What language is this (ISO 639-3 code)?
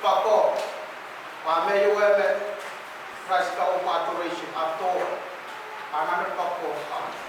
pon